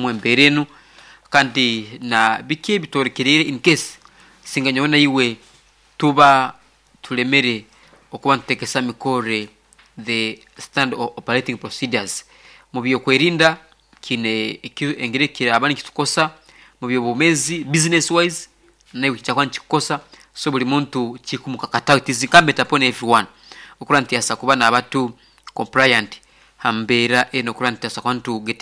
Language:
Nyankole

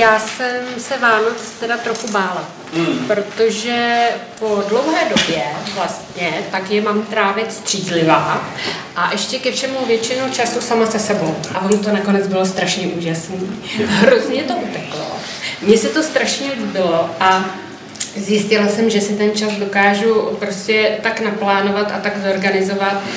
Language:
Czech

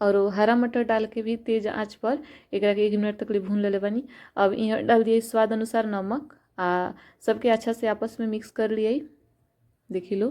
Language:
Bhojpuri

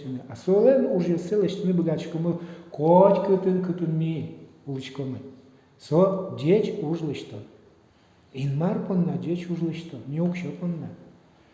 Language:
Udmurt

